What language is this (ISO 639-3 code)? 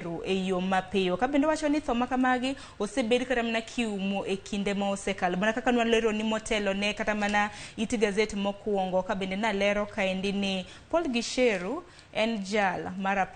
luo